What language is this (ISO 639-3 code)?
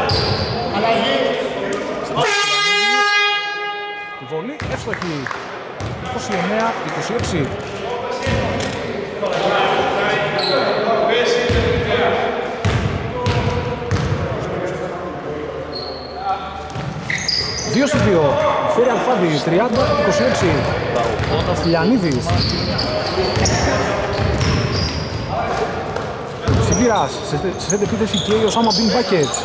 ell